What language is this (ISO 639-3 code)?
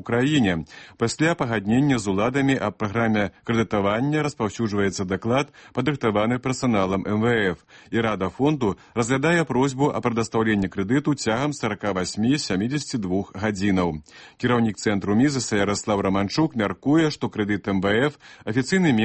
bel